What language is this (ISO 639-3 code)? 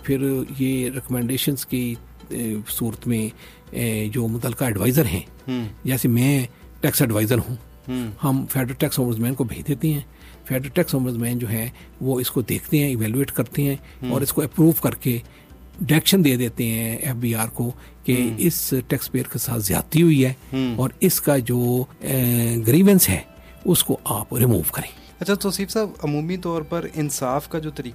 urd